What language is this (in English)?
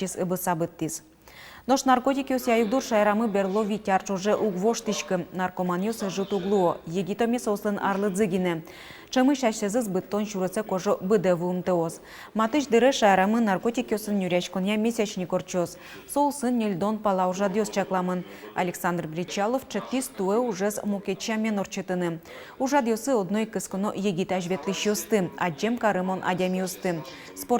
Udmurt